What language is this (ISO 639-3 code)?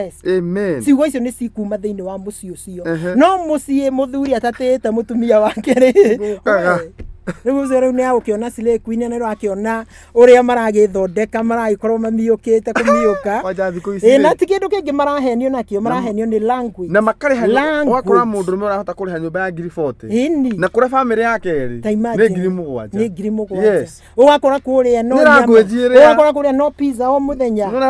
kik